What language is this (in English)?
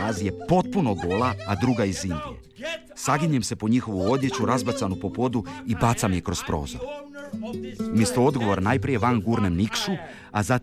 Croatian